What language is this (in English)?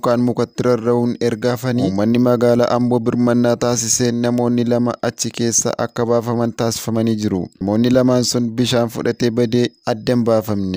Oromo